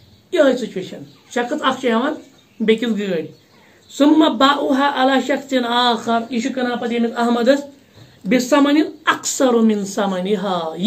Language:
Kashmiri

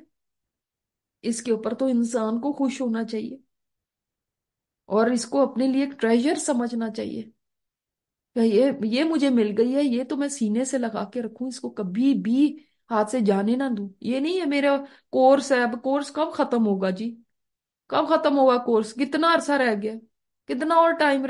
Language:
Urdu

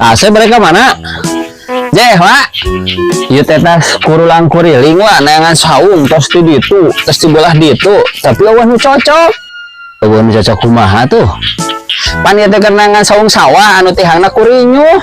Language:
Sundanese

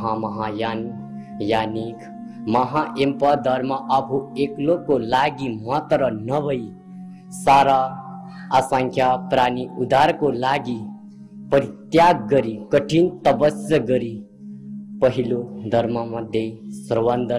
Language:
Nepali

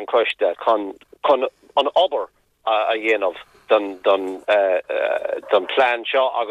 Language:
Irish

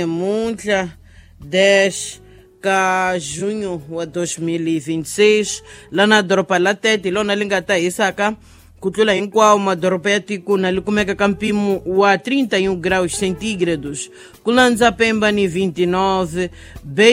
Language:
Tsonga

